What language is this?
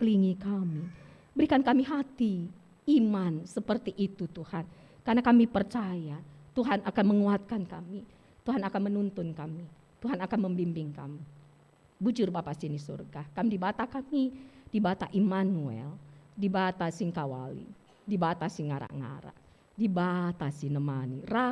Batak Karo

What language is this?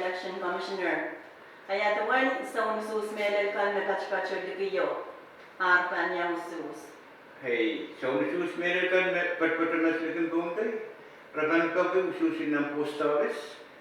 Pohnpeian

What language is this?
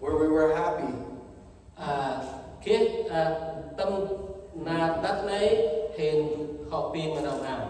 Central Mnong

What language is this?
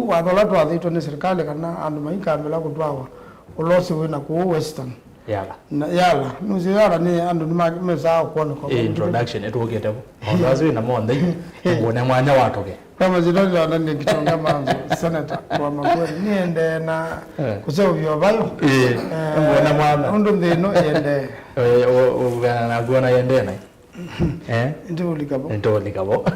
Kamba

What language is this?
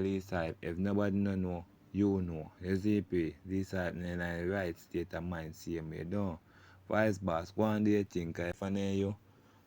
Jamaican Creole English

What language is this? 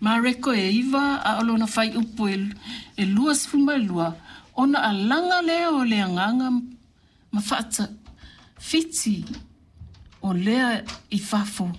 Samoan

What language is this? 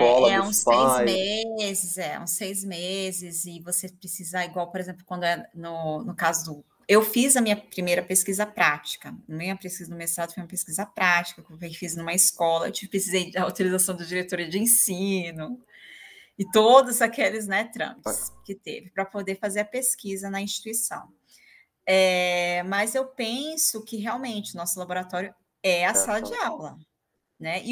Portuguese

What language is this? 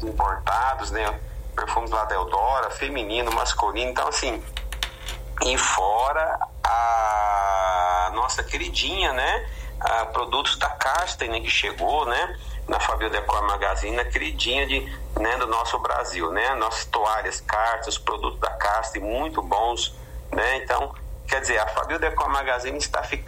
Portuguese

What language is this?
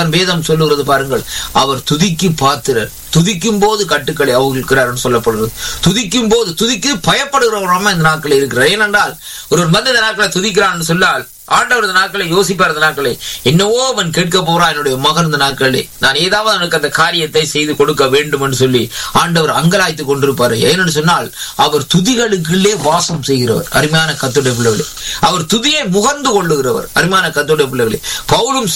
Tamil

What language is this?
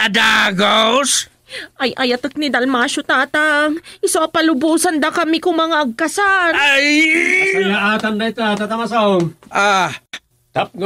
Iloko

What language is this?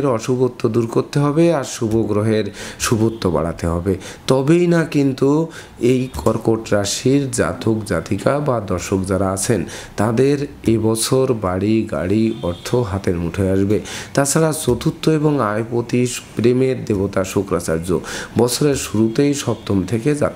Bangla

